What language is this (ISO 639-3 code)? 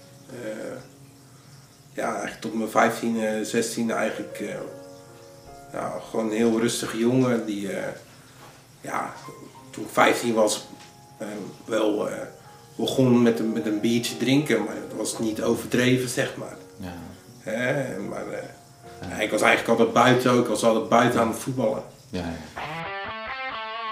nld